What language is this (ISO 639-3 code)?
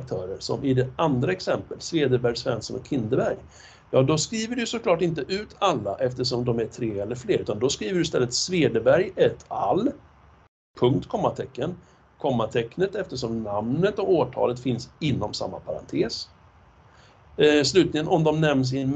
swe